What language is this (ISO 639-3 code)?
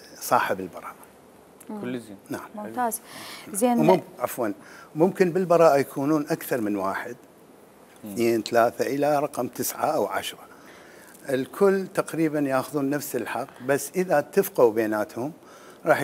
acm